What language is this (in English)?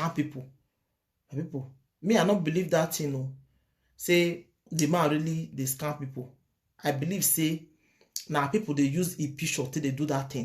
Nigerian Pidgin